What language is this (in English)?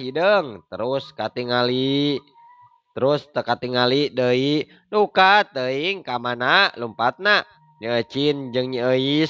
Sundanese